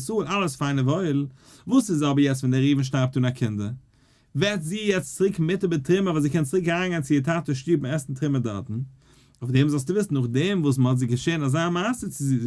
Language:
Yiddish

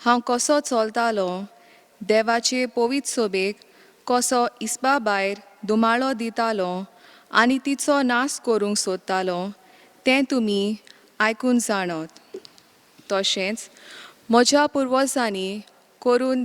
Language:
Konkani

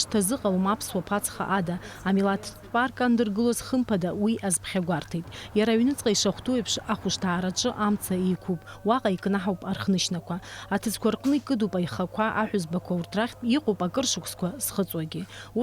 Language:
Abkhazian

